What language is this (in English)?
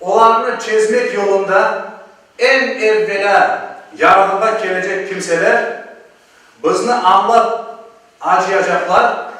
Crimean Tatar